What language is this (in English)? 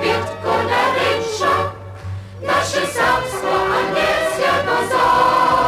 Upper Sorbian